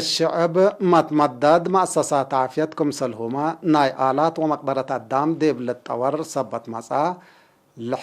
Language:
Tigre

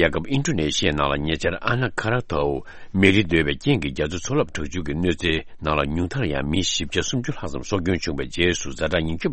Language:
Tibetan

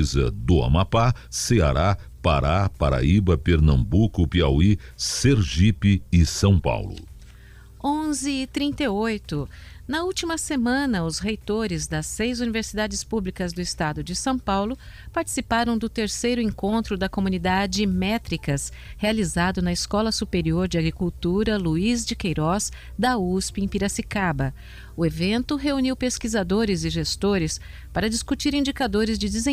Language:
Portuguese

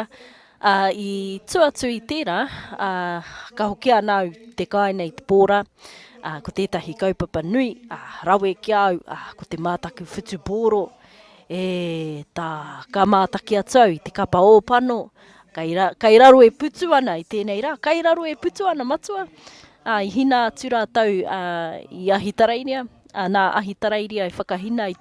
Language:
Māori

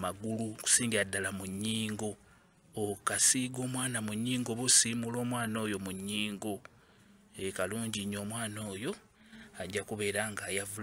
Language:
Ganda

